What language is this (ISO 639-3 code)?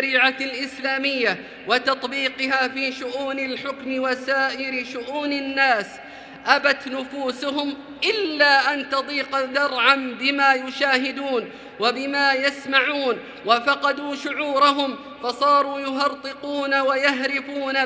ara